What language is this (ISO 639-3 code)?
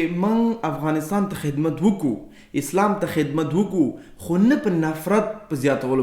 pus